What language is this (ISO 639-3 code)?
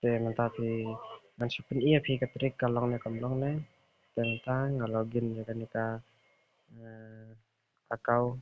kha